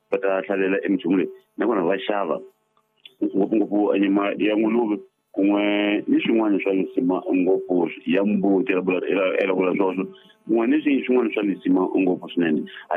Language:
Tsonga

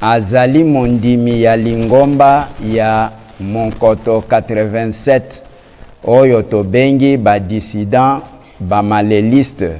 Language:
Lingala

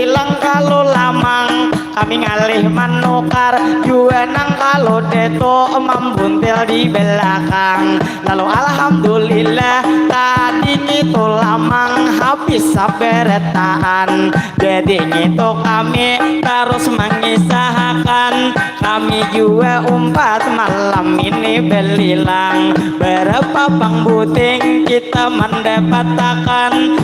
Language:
Banjar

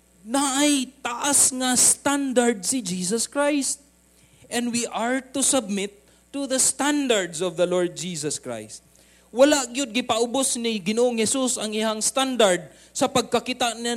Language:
Cebuano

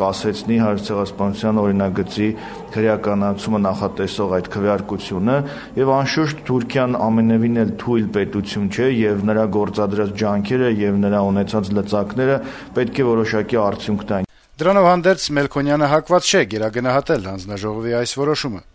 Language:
Armenian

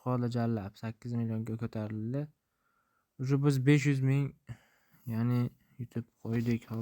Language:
Uzbek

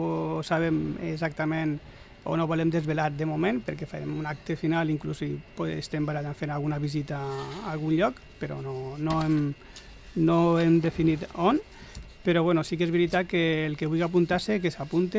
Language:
Catalan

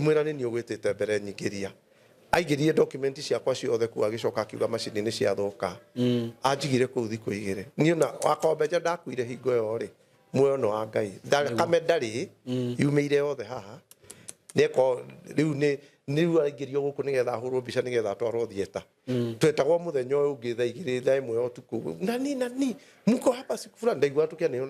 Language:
Kikuyu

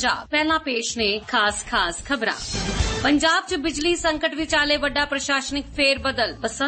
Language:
Punjabi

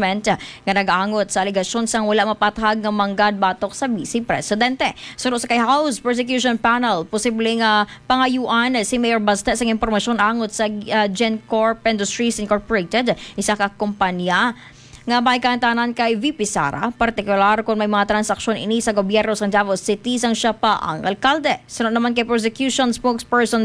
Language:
Hiligaynon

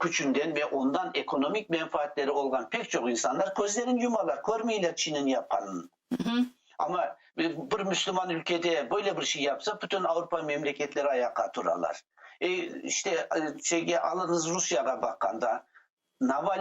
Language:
Crimean Tatar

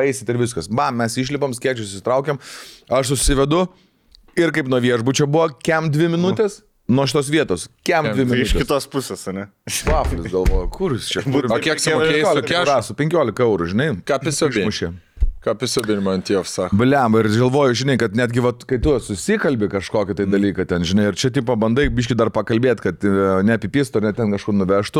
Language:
Lithuanian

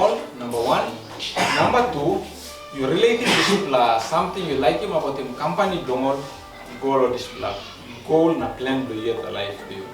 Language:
Tok Pisin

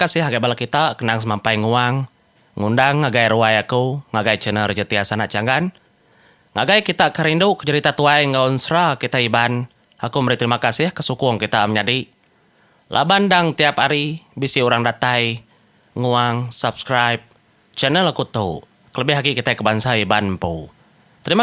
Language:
Iban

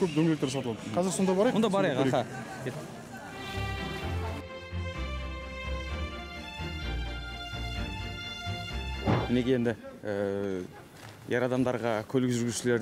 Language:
Kazakh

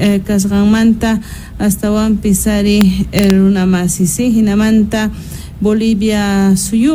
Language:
Quechua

